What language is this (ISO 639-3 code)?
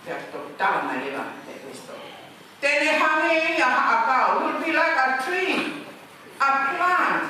ton